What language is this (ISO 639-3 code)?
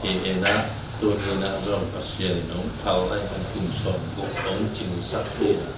ctd